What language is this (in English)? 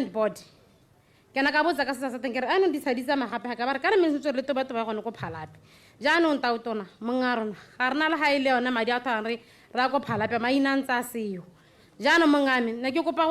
Tswana